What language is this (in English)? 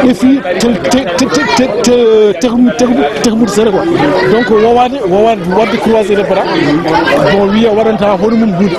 Fula